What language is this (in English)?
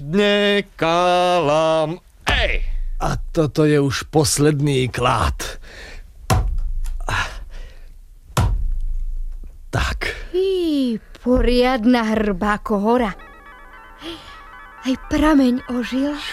Slovak